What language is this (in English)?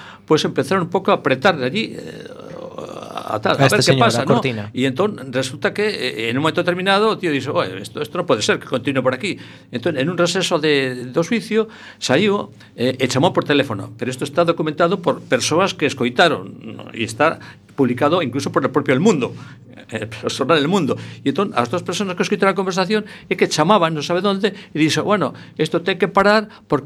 Galician